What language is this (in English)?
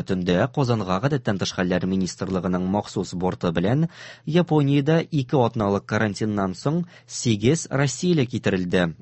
Tatar